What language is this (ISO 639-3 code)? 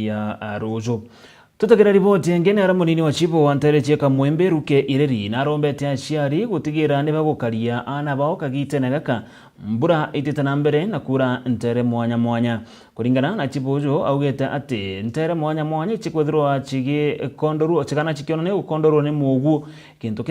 mer